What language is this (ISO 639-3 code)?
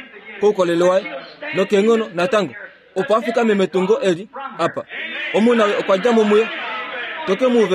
kua